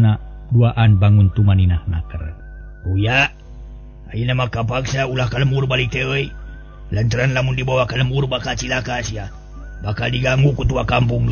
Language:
Sundanese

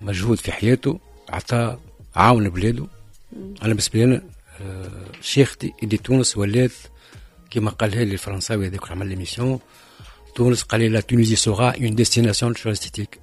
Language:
Tunisian Arabic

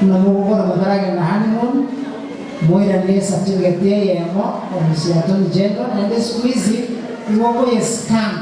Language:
Gusii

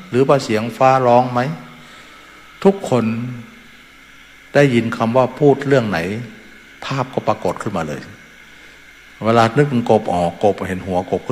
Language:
Thai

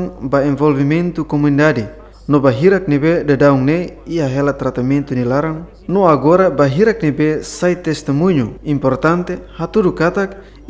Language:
Tetum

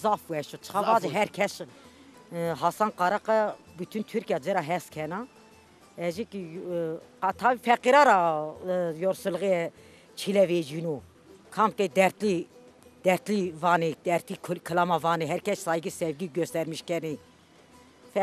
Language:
Zaza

